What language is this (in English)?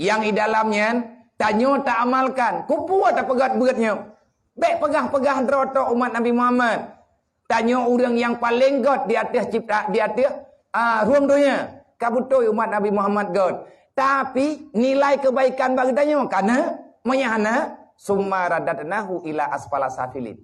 Achinese